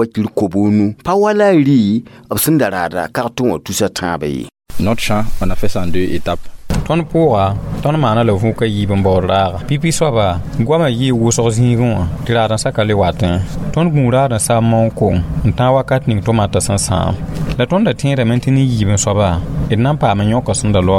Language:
Mossi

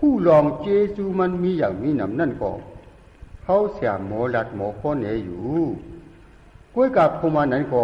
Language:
Shan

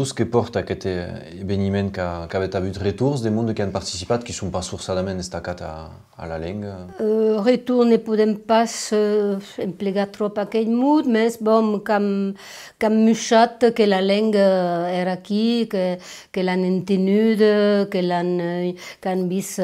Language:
Occitan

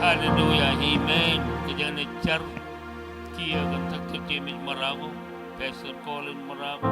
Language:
Marshallese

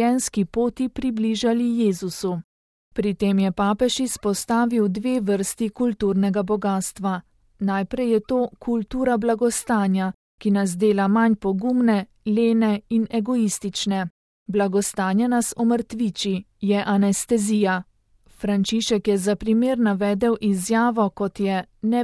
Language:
Slovenian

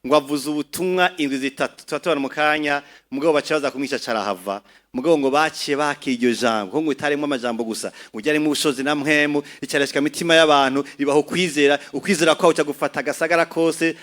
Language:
Rundi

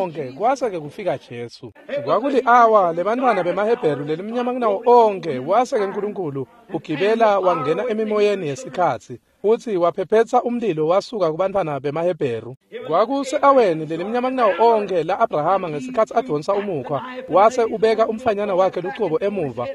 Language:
Swati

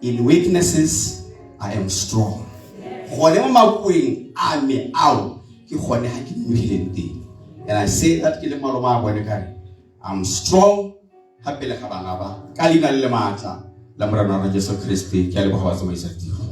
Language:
Tswana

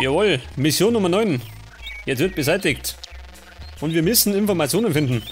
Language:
Bavarian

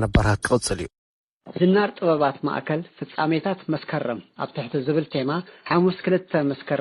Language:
Tigrinya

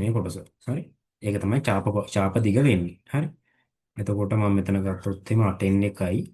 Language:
Sinhala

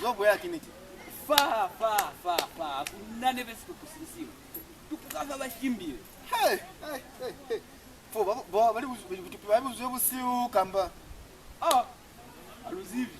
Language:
Lozi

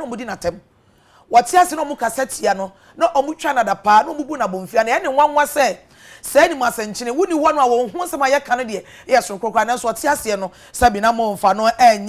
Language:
Akan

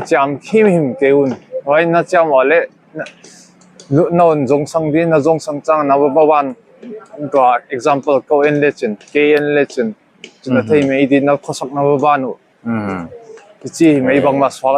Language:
Paite Chin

